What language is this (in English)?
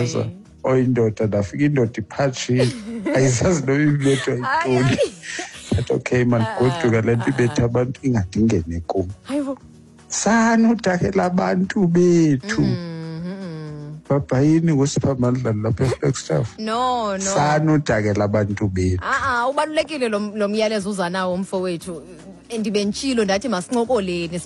Xhosa